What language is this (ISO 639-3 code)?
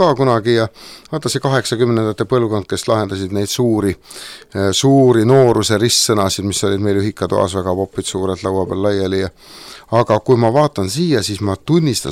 est